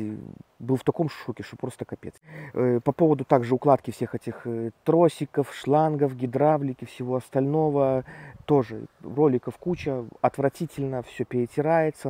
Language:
Russian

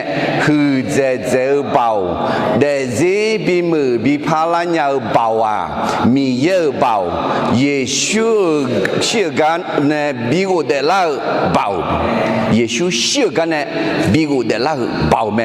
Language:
Akha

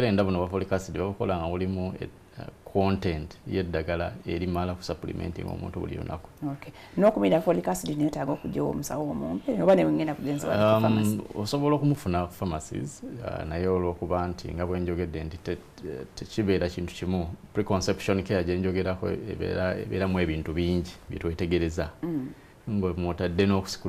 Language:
Ganda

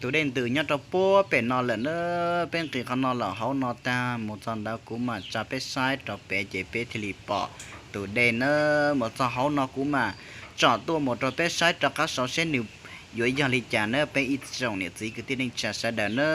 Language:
Hmong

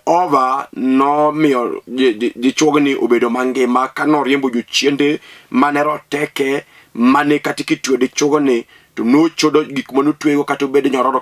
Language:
Luo (Kenya and Tanzania)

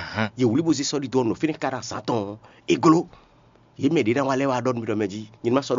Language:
Fon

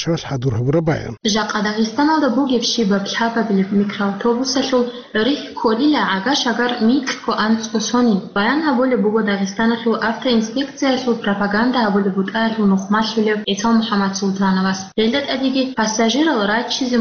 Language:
Avaric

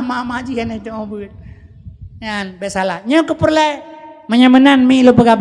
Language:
Achinese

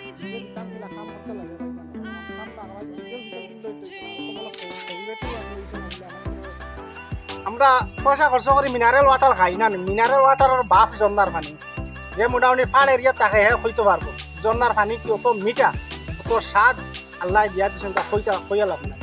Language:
Sylheti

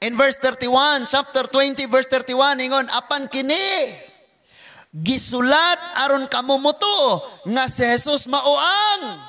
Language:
Cebuano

